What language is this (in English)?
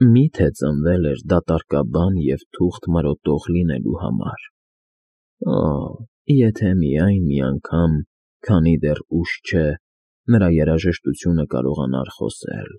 Armenian